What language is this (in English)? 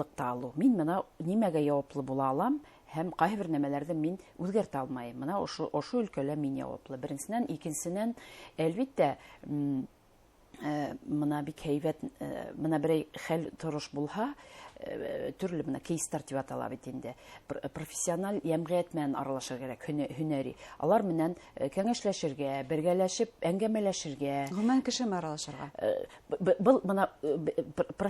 Bashkir